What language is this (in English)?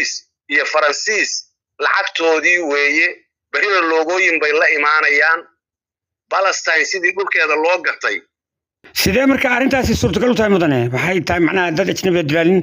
Somali